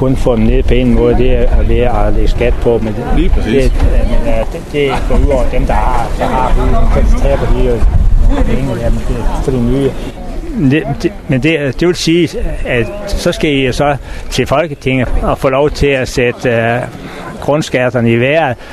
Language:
Danish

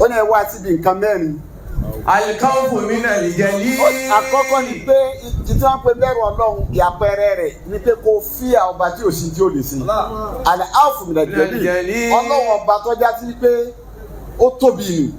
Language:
Yoruba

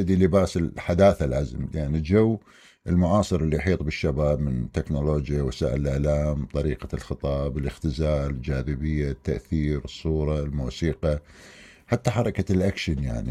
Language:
Mesopotamian Arabic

